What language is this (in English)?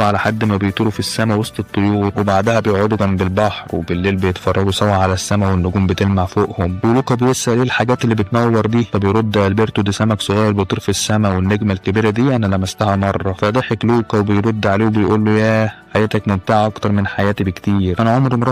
Egyptian Arabic